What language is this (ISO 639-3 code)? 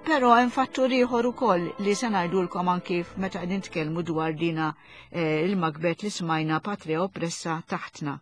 mlt